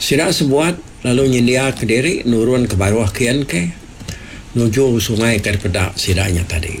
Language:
Iban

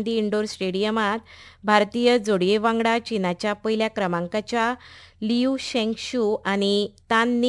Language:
Konkani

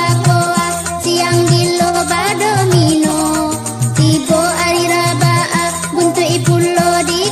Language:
Minangkabau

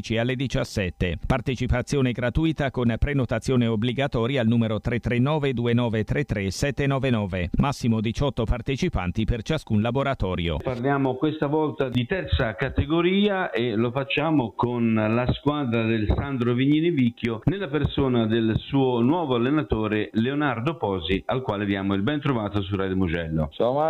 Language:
Italian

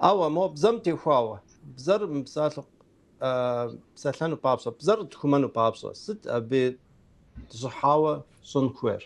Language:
Kabardian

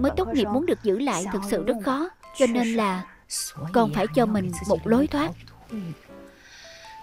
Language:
Vietnamese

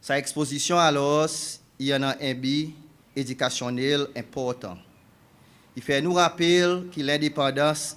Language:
Seselwa Creole French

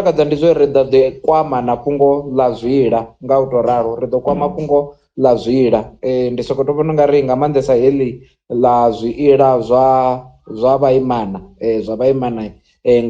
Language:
Venda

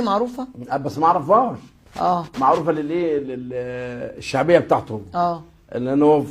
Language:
Egyptian Arabic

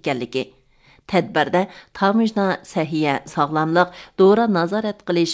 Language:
Uyghur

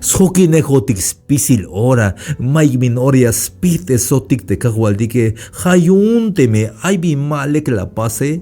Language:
Tzeltal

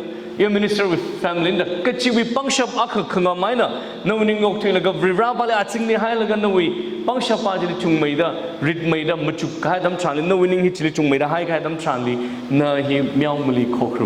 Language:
Tangkhul Naga (India)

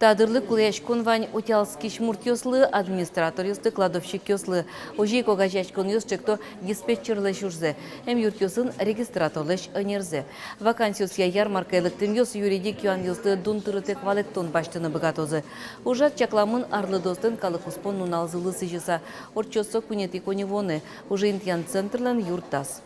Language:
Udmurt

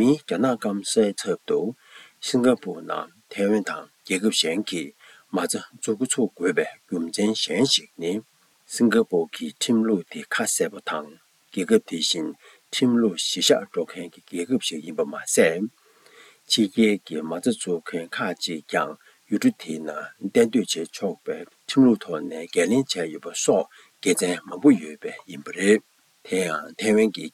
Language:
Tibetan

